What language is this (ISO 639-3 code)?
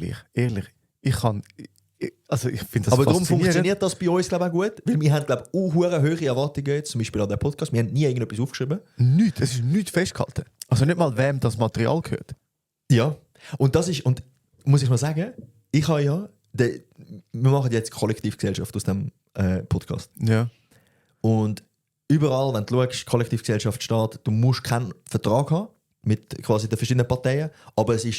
gsw